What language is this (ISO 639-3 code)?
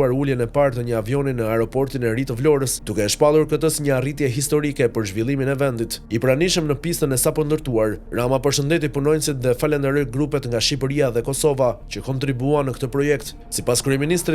sqi